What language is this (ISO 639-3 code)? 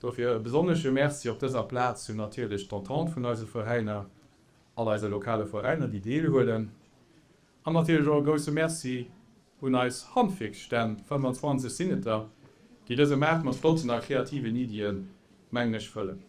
ltz